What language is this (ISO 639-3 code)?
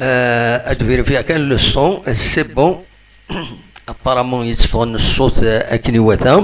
kab